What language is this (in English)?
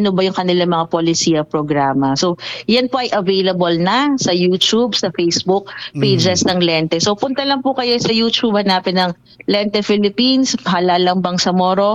Filipino